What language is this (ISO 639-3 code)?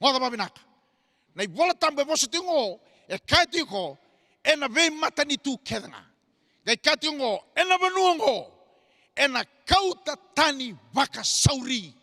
fij